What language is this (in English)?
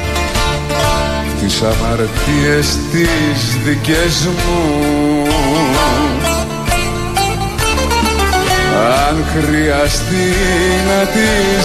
Greek